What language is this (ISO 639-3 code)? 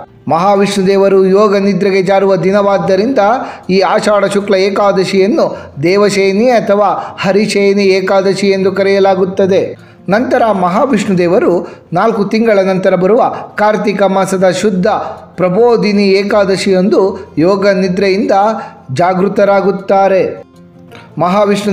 kan